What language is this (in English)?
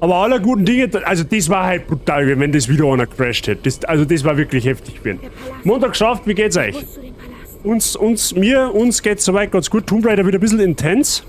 Bavarian